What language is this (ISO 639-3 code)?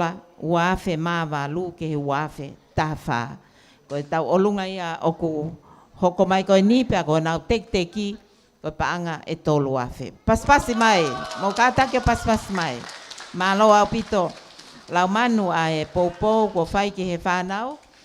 ton